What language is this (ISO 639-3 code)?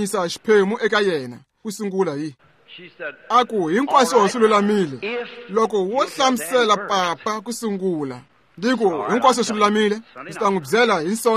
tso